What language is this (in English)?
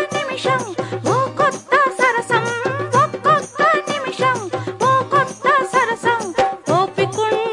Telugu